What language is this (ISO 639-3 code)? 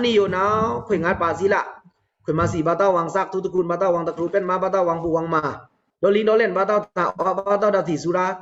blk